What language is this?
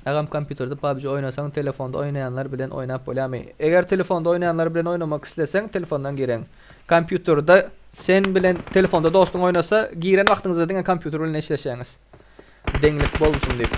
Turkmen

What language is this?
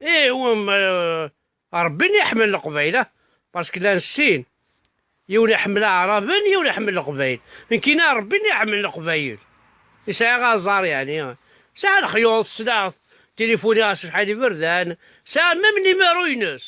Kabyle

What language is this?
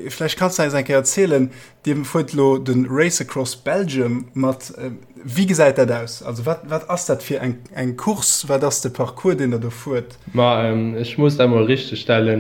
Luxembourgish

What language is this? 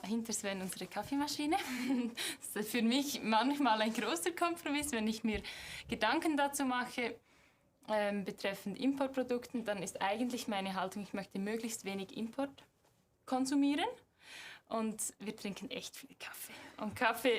Swiss German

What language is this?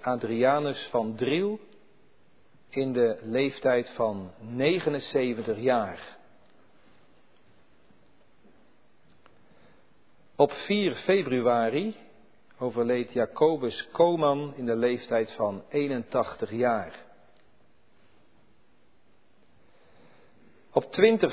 Dutch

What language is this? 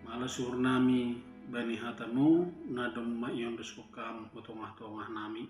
Batak Simalungun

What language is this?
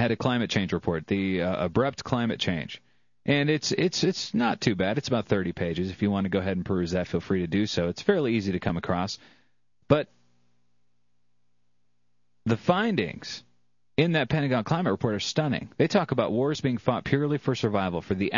English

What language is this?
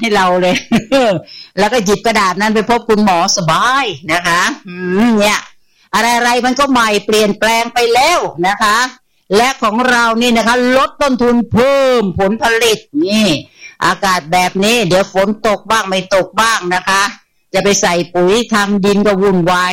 Thai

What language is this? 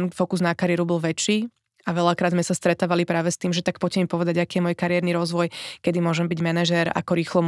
Slovak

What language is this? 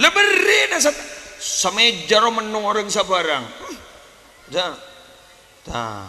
Madurese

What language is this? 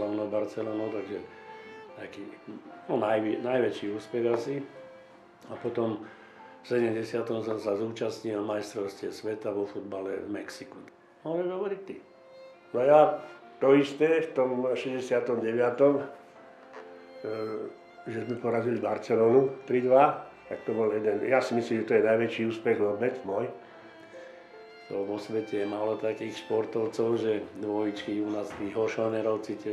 Slovak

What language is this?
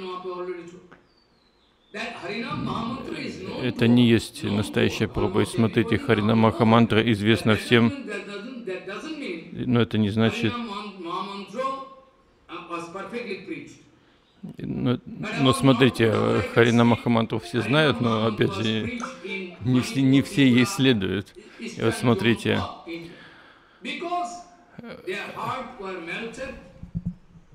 Russian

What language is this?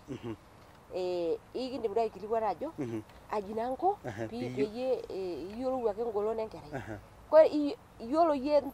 Masai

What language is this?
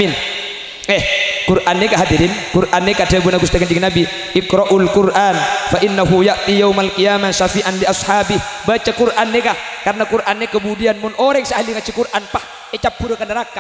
Madurese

